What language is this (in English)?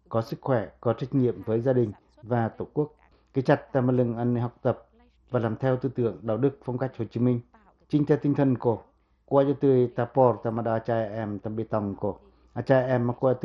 Pacoh